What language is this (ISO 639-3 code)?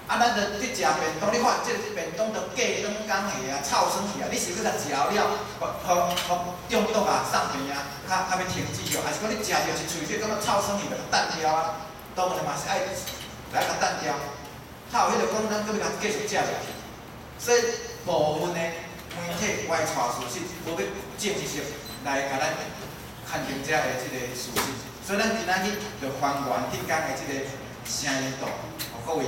nan